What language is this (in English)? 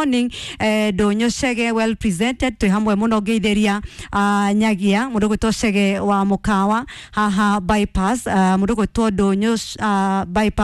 Kikuyu